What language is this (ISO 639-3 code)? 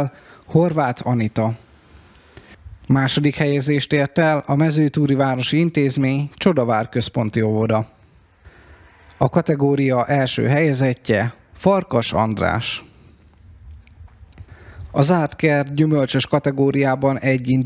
hun